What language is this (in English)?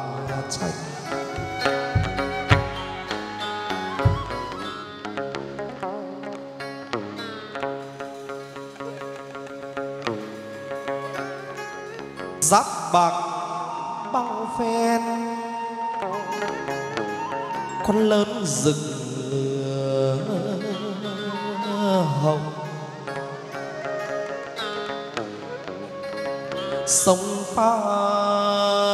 Vietnamese